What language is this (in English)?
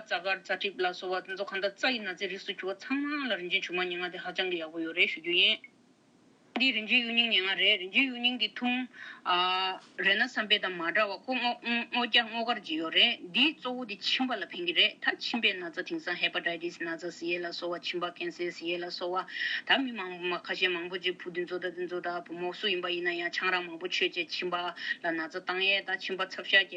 Tibetan